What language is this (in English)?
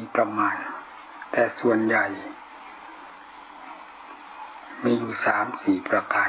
Thai